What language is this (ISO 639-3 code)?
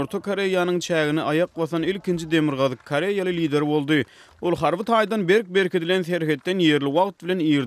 tuk